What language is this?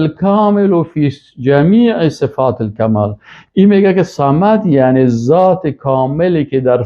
Persian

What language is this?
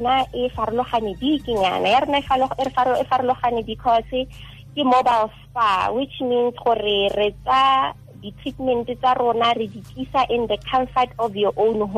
Tswana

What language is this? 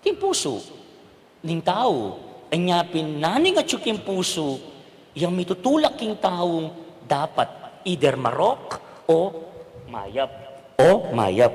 Pampanga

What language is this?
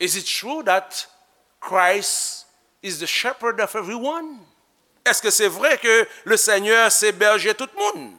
Haitian Creole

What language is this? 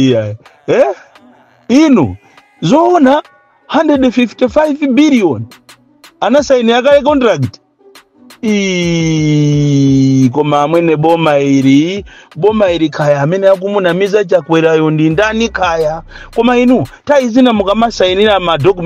Nyanja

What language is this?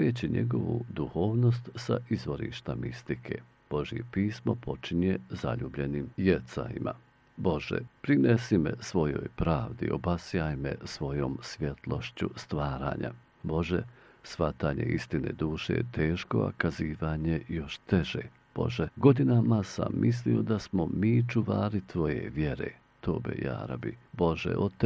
Bosnian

